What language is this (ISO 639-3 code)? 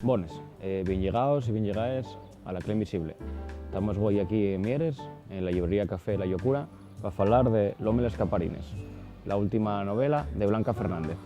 ast